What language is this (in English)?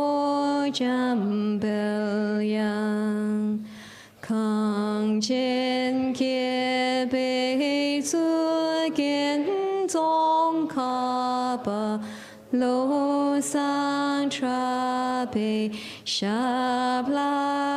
Tibetan